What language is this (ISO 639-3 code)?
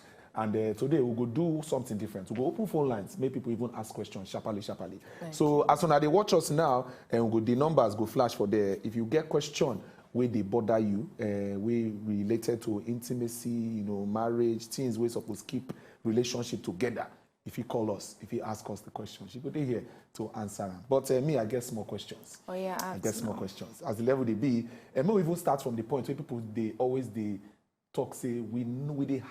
pcm